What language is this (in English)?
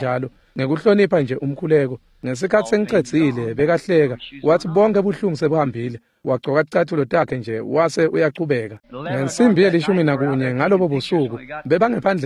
Swati